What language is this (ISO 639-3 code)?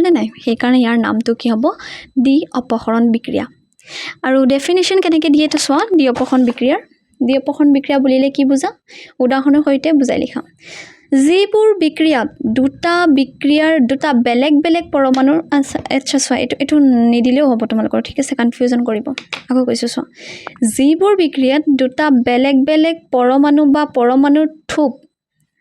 asm